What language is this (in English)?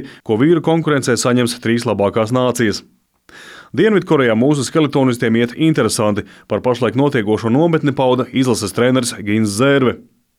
Latvian